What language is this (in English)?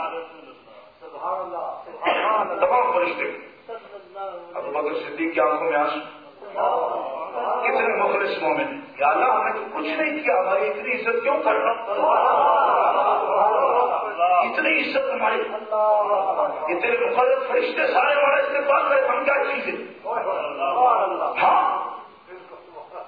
Urdu